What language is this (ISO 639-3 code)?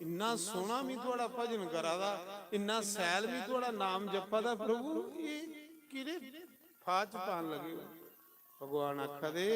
doi